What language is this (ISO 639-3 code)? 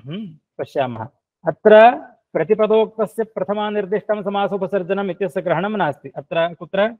san